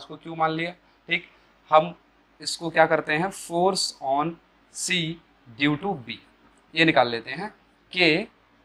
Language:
Hindi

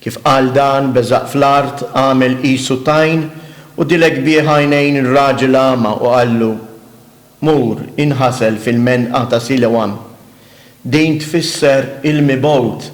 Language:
Maltese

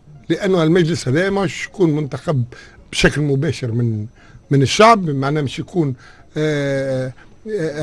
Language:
Tunisian Arabic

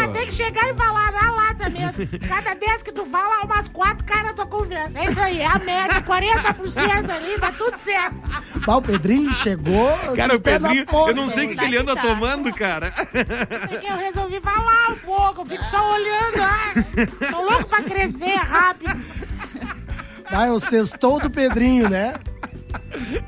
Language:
Portuguese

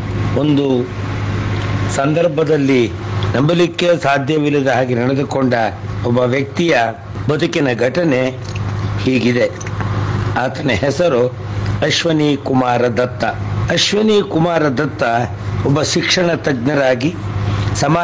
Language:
Kannada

